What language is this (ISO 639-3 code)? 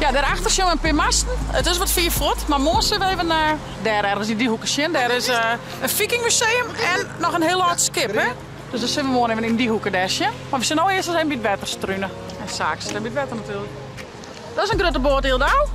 fry